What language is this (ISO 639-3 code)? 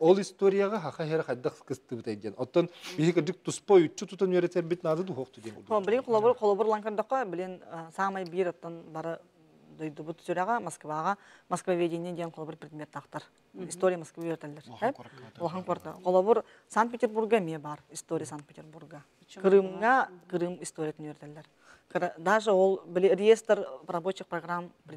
sah